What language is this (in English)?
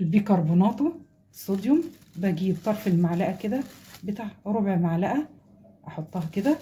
Egyptian Arabic